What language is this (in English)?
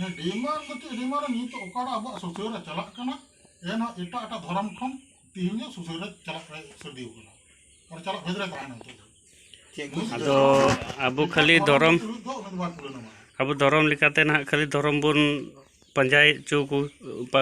Santali